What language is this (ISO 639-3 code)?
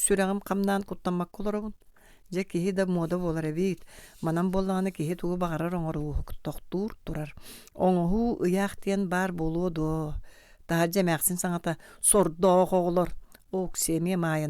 sah